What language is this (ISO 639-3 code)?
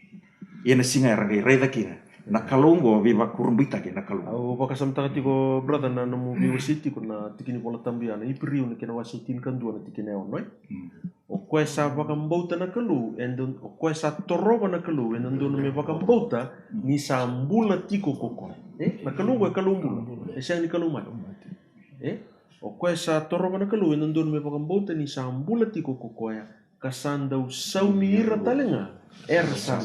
fij